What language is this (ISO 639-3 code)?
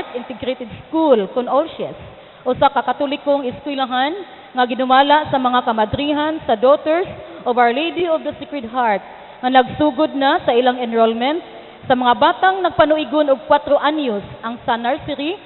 ceb